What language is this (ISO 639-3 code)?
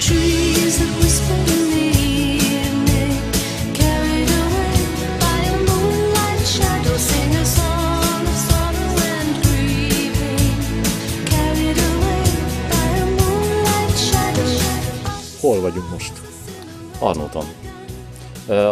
hun